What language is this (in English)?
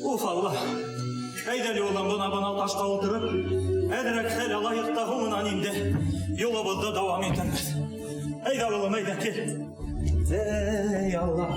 Bashkir